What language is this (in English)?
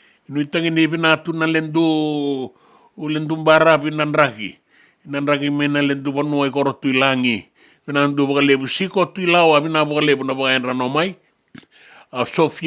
Fijian